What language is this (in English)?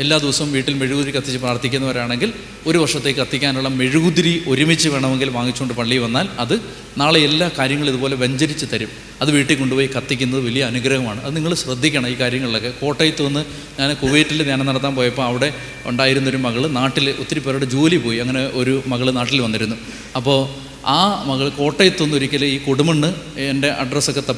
Malayalam